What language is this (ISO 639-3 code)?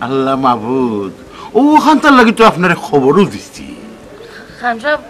syl